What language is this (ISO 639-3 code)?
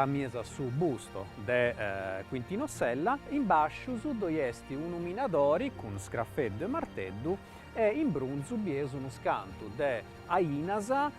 srd